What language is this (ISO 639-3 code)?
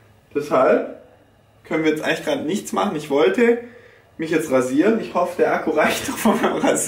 deu